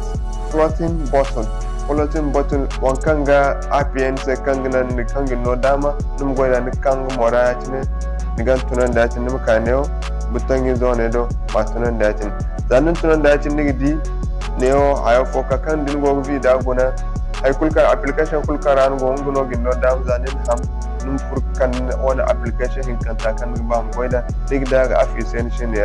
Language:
Zarma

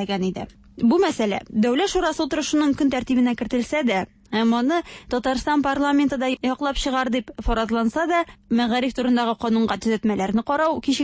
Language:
Tatar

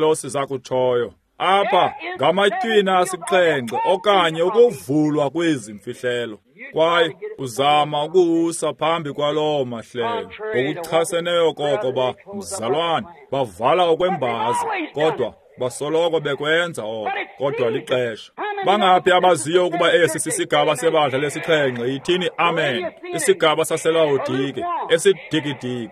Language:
Xhosa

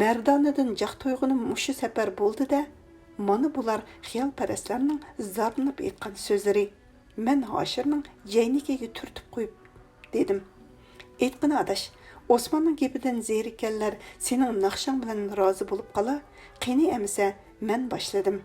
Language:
Uyghur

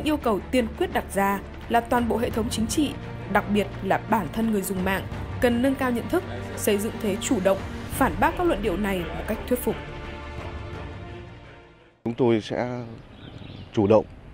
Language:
Vietnamese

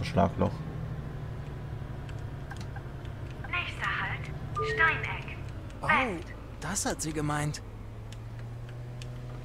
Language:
German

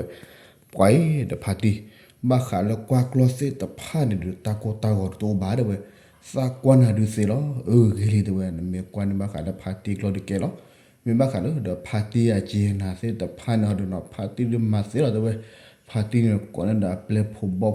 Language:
S'gaw Karen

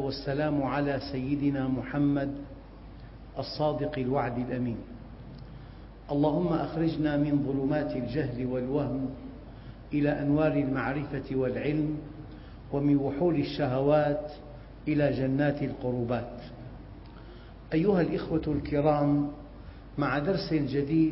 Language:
Arabic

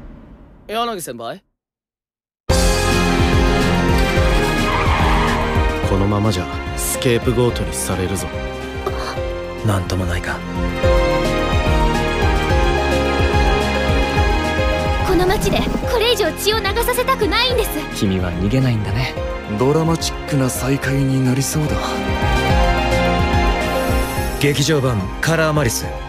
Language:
Japanese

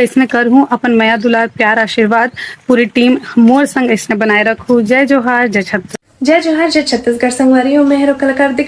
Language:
Chhattisgarhi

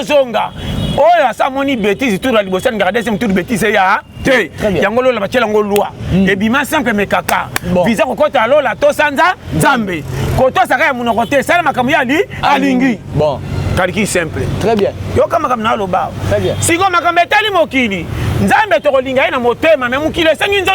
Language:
Lingala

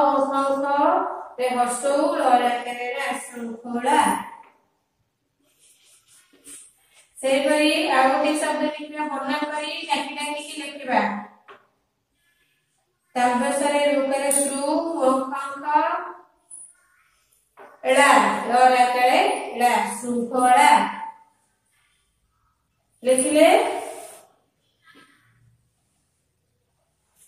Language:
Odia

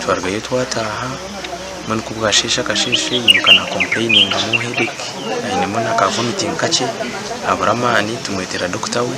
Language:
Nyankole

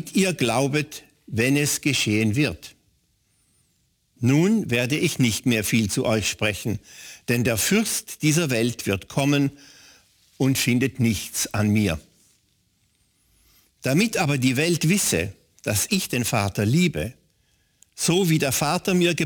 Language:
German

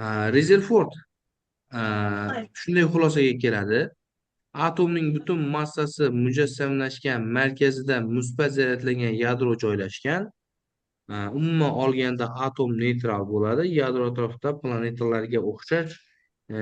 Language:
Uzbek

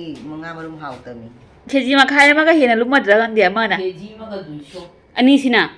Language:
Manipuri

